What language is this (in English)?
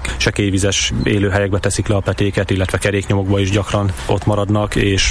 Hungarian